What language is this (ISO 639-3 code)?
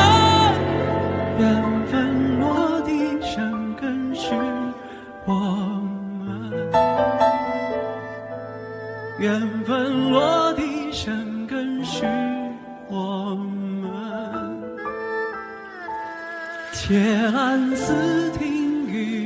zho